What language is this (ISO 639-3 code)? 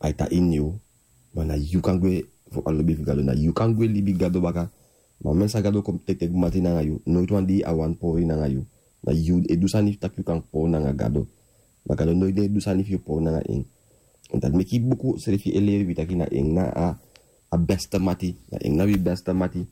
srn